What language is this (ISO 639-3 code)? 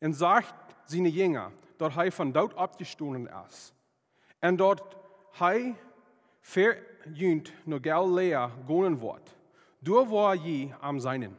pdt